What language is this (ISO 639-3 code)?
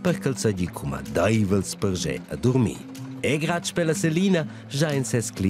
roh